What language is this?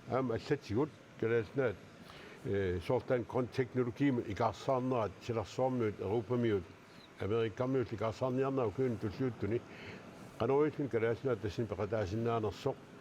Kalaallisut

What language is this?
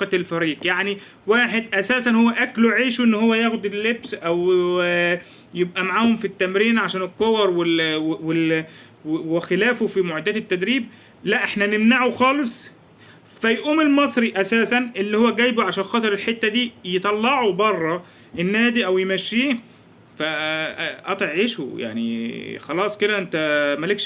Egyptian Arabic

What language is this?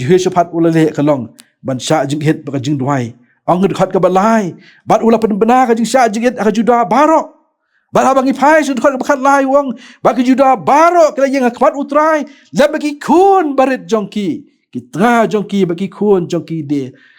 Khasi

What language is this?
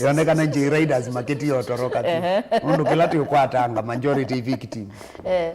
Kamba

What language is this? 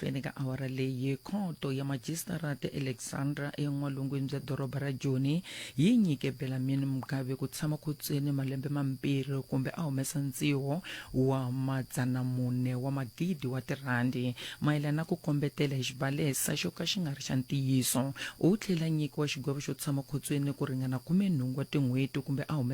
Tsonga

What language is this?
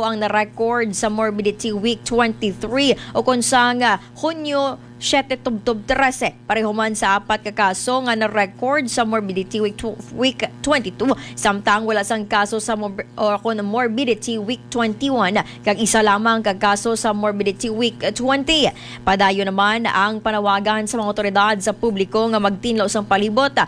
Hiligaynon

